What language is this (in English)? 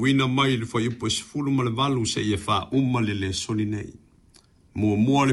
Samoan